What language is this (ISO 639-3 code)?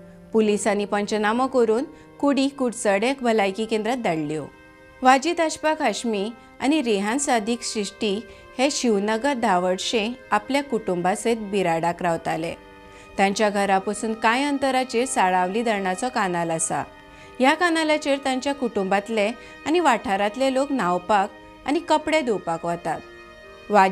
kok